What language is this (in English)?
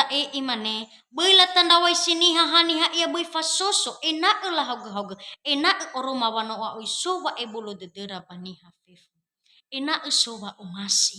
Nias